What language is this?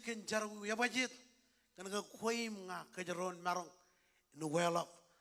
Marshallese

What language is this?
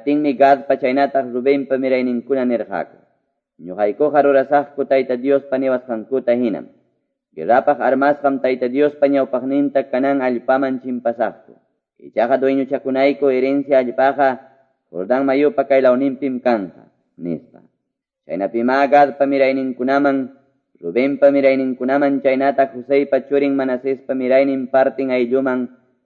Quechua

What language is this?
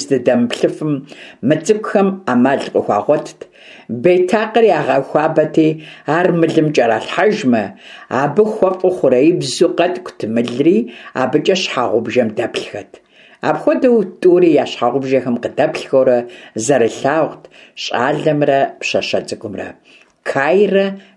Kabardian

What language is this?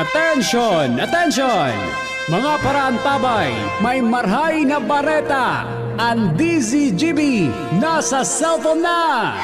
Bikol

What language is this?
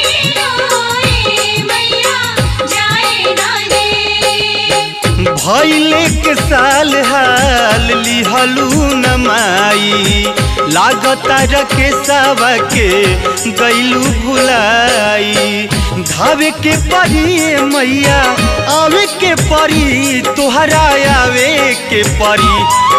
Bhojpuri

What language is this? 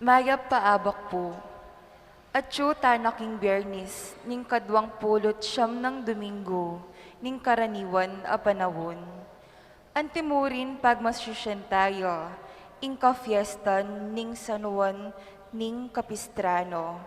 Pampanga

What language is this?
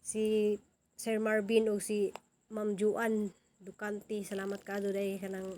Cebuano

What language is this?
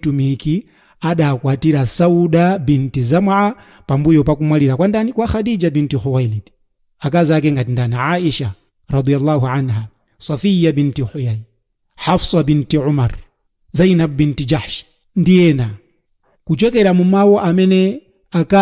Nyanja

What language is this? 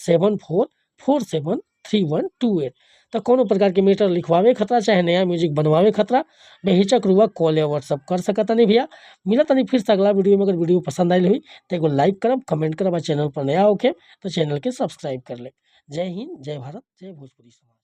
Bhojpuri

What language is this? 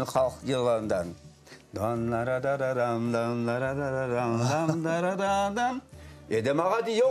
Crimean Tatar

